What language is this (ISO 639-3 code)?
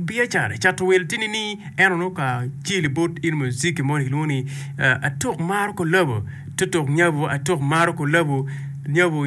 ach